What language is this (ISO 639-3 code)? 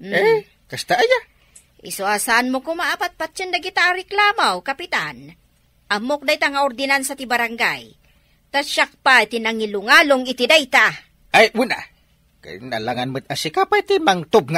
ilo